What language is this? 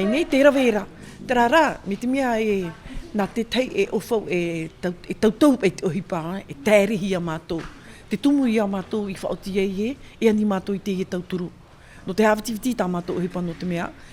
Tahitian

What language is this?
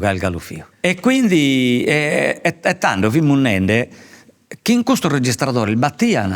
Sardinian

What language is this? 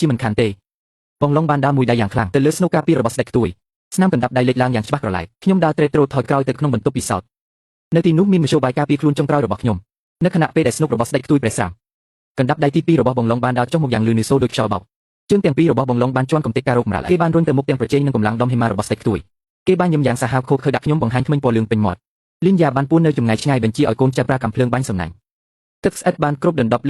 Khmer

